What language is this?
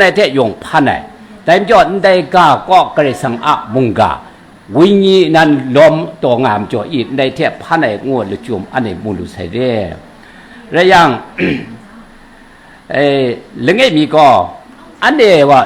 Kachin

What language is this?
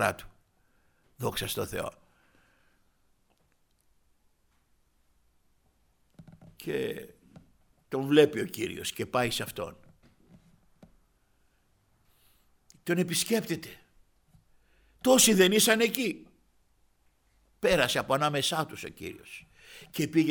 Greek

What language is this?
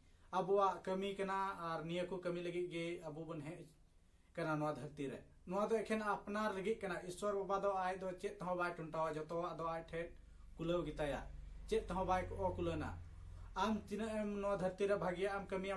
Santali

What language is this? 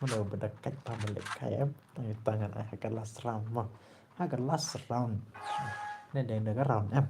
Khasi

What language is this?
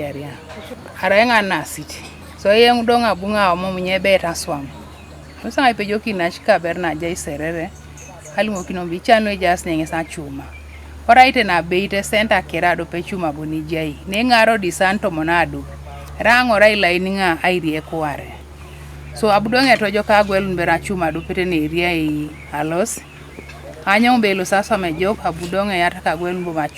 Teso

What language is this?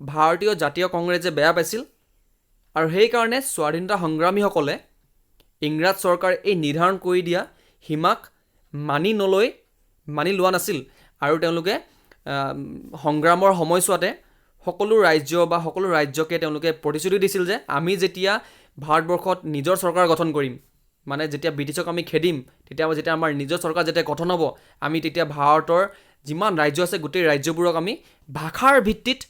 Assamese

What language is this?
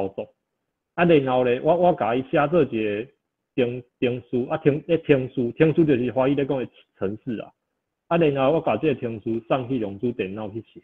Min Nan Chinese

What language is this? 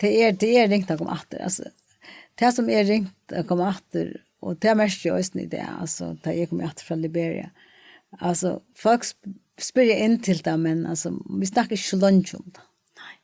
Faroese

